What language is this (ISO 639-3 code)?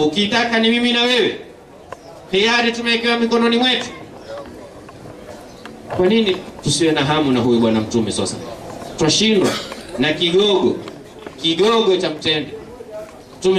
swa